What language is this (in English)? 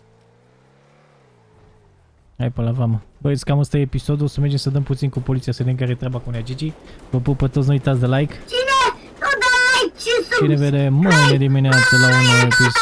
Romanian